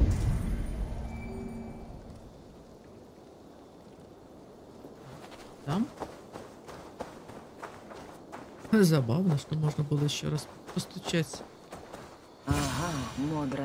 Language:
Russian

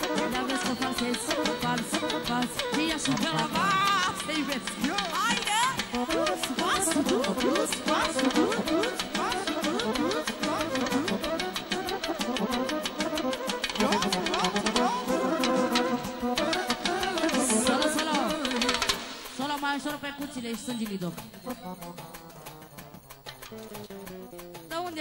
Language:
Romanian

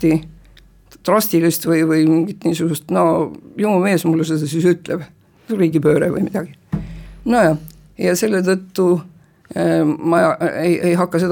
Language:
Estonian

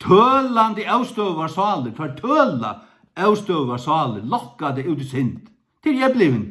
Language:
Faroese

